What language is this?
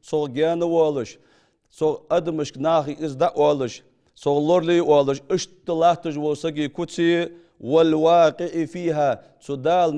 Ingush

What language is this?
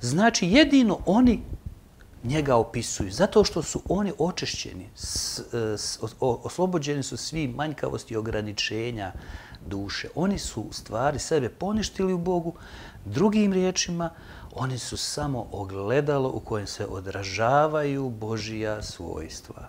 Bosnian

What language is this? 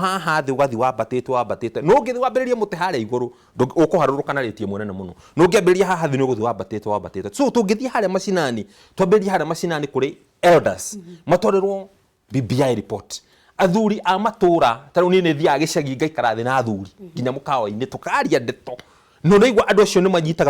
Kikuyu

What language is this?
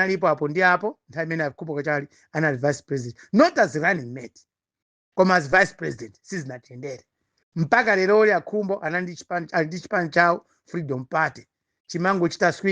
Nyanja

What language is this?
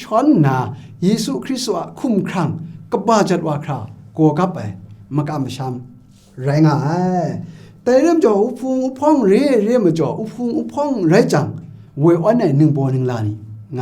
Kachin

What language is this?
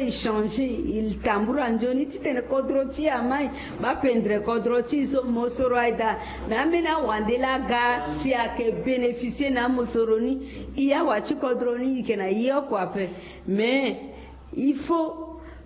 Sango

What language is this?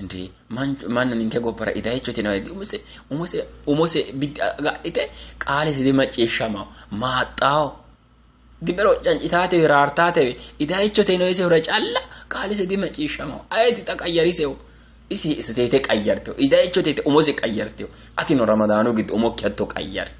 Sidamo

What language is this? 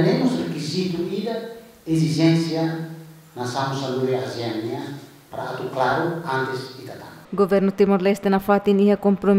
Tetum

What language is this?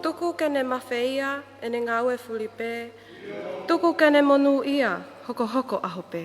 Tongan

